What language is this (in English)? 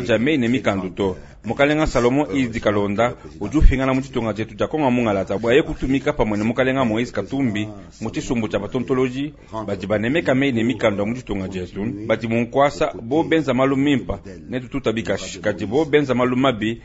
Luba-Lulua